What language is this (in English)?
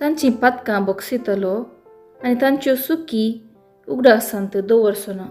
Konkani